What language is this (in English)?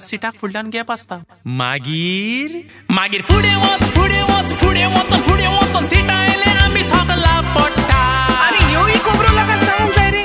Konkani